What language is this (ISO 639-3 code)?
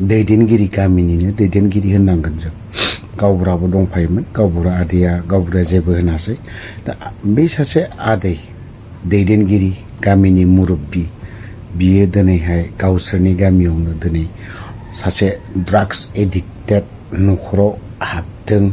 brx